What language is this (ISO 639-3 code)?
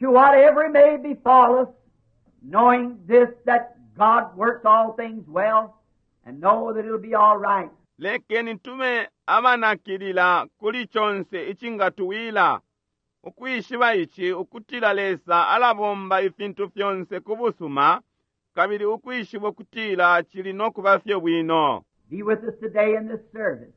bem